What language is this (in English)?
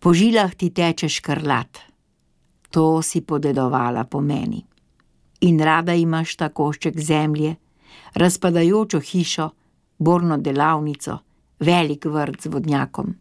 Slovenian